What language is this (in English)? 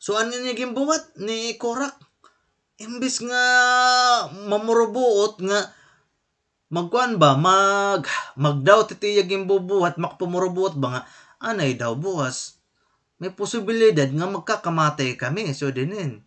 Waray